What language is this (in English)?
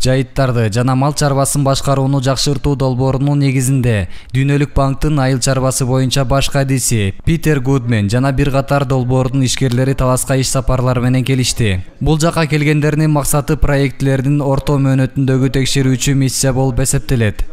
Kyrgyz